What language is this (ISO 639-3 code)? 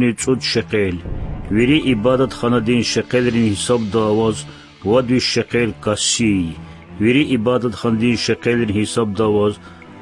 lez